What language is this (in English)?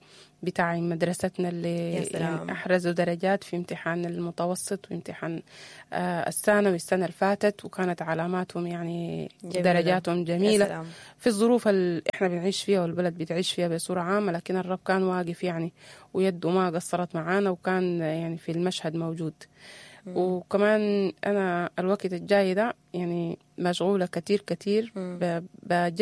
Sudanese Arabic